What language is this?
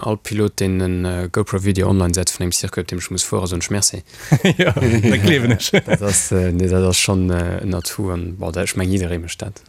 Luxembourgish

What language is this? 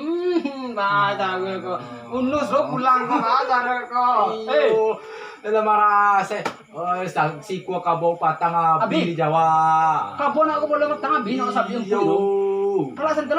Minangkabau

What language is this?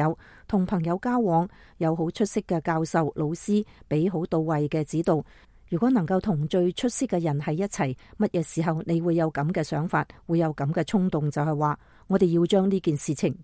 Cantonese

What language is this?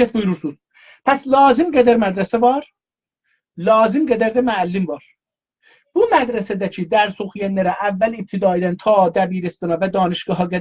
South Azerbaijani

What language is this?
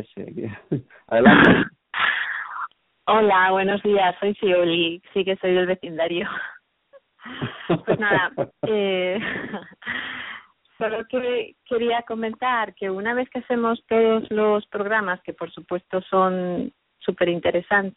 Spanish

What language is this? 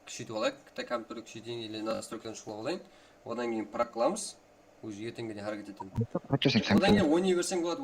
Kara-Kalpak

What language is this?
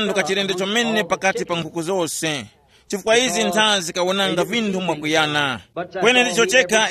Tumbuka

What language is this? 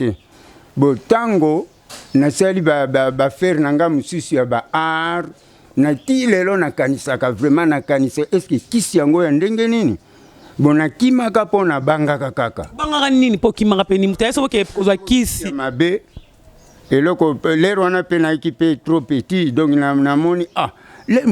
Lingala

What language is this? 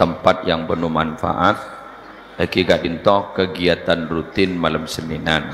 Madurese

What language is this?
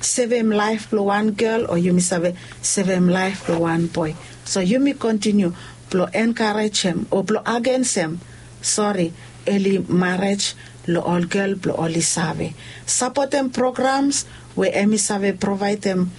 Bislama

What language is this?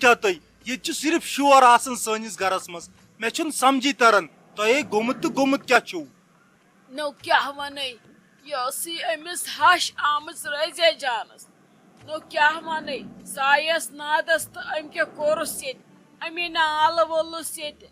Kashmiri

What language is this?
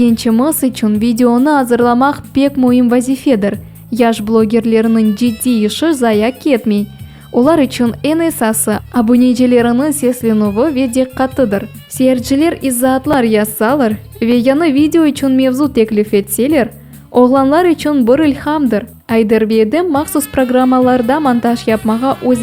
Crimean Tatar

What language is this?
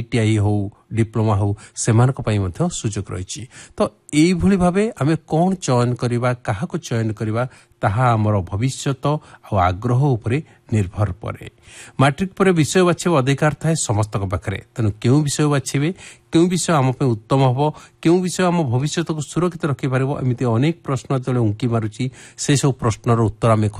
Odia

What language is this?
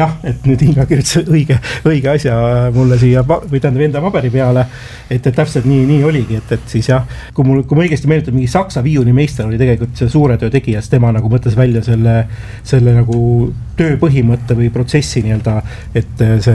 Estonian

